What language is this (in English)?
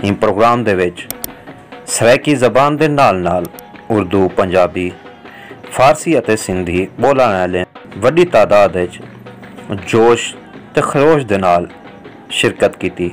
Saraiki